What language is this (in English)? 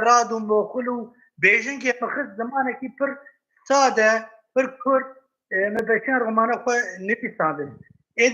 Kurdish